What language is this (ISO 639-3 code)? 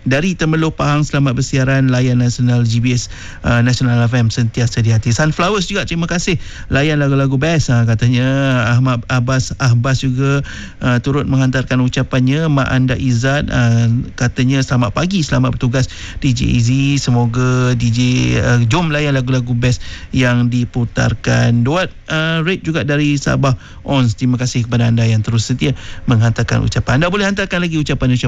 msa